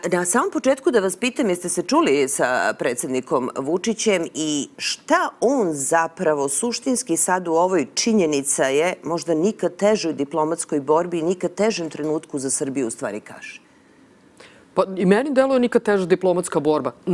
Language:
Serbian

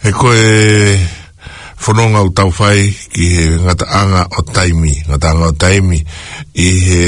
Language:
Tongan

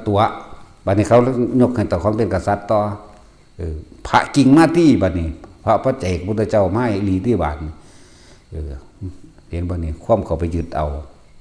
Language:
Northeastern Thai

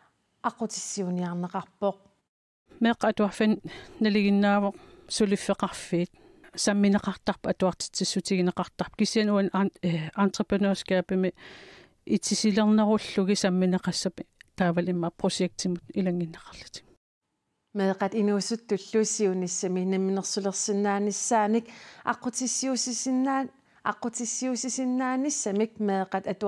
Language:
Kalaallisut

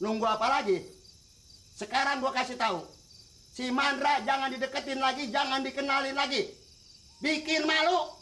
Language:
Betawi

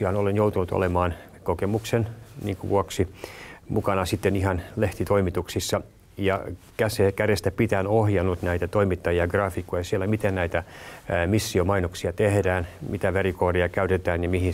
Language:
Finnish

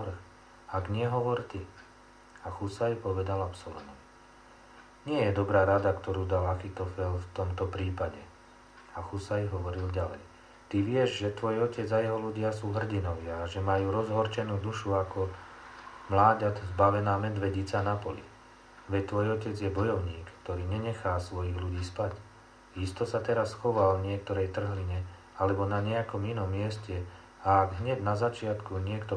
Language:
Slovak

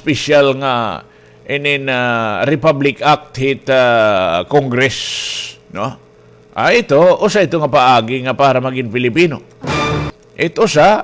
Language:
Waray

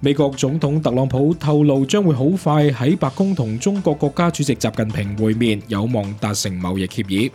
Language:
Cantonese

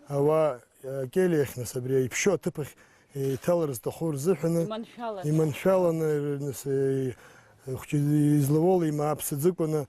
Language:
Abkhazian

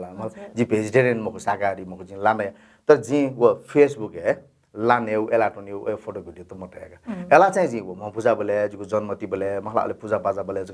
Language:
Newari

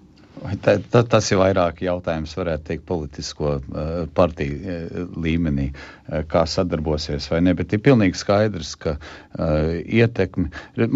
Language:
Latvian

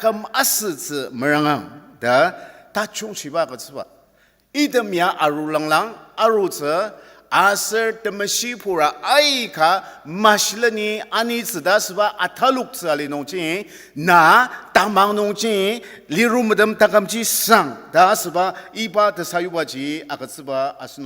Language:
Ao Naga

